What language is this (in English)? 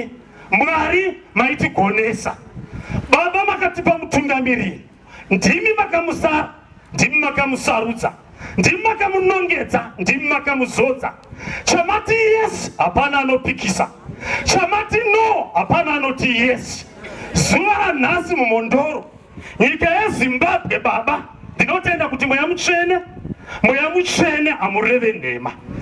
Shona